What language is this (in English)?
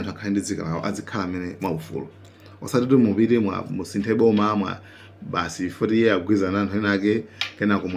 Nyanja